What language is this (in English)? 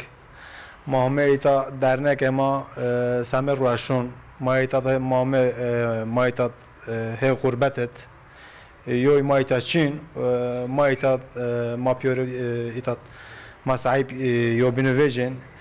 Zaza